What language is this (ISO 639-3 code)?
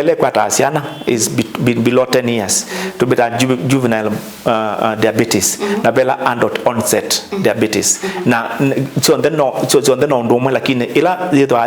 kam